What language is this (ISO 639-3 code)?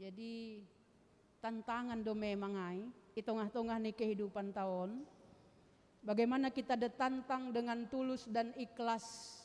bts